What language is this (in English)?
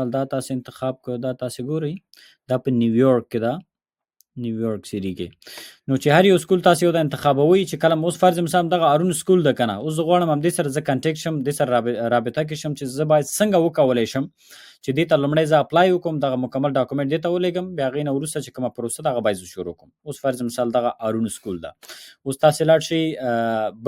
Pashto